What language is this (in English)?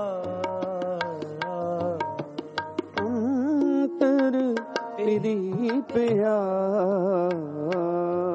Punjabi